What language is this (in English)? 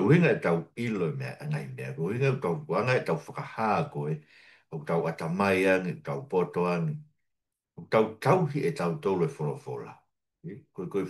Tongan